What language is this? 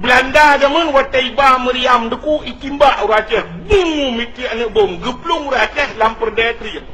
Achinese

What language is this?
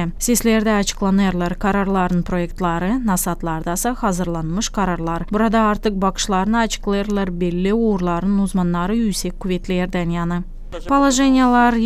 Gagauz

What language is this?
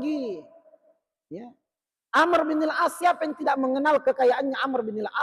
Buginese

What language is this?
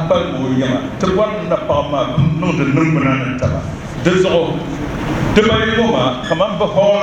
Dagbani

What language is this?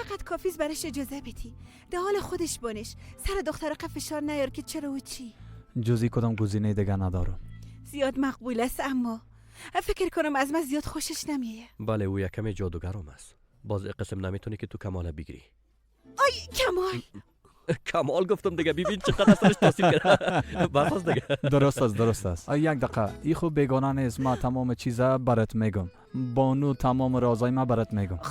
Persian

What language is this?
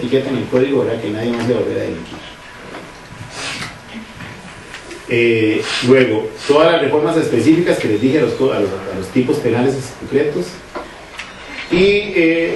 Spanish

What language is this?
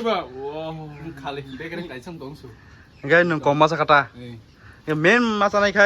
Kok Borok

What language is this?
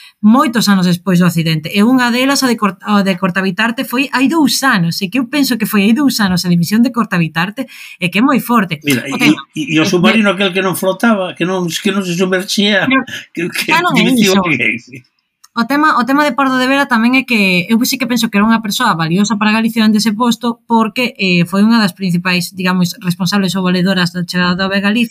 Galician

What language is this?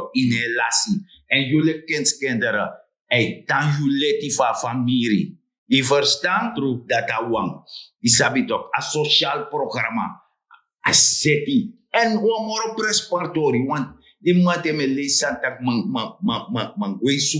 Sranan Tongo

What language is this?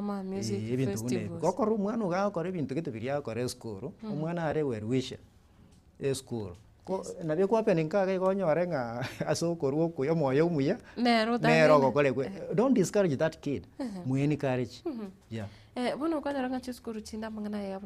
Gusii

